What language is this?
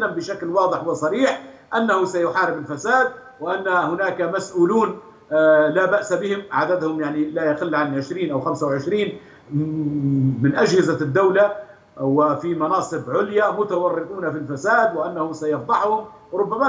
Arabic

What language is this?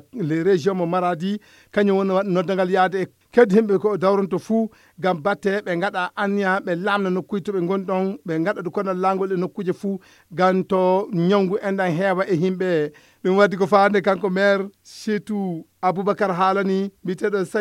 Fula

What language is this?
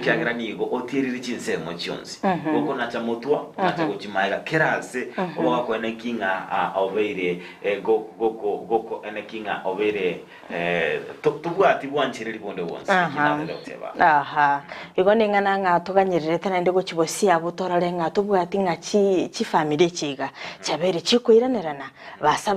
Gusii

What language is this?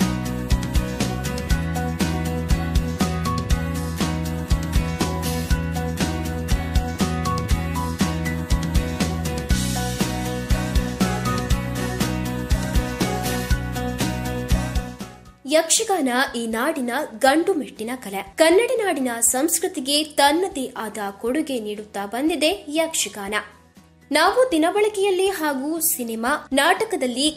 Kannada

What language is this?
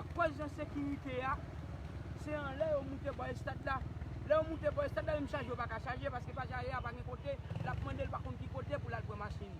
Haitian Creole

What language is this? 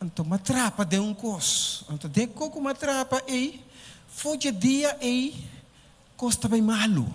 Papiamento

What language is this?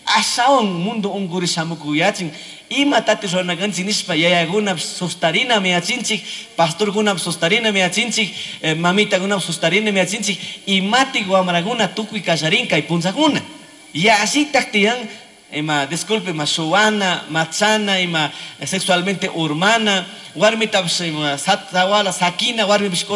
Chimborazo Highland Quichua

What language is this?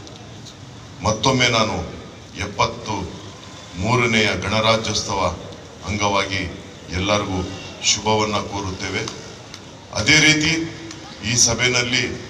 Kannada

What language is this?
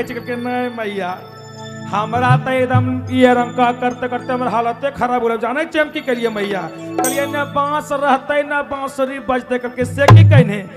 Magahi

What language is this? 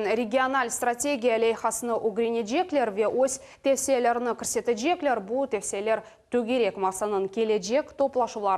Crimean Tatar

